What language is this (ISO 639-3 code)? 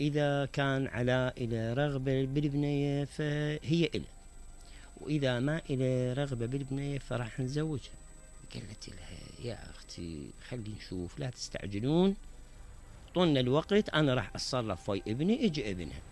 acm